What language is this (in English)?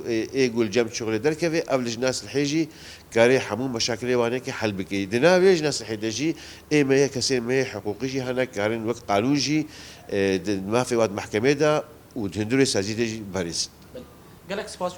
Kurdish